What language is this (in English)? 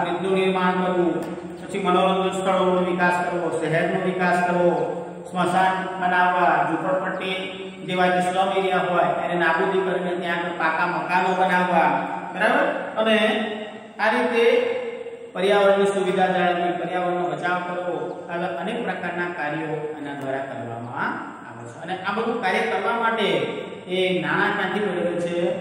Gujarati